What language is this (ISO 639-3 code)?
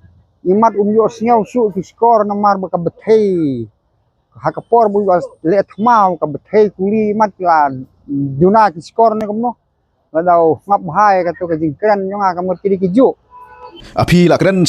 kha